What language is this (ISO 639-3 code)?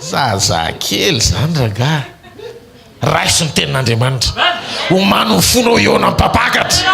mlg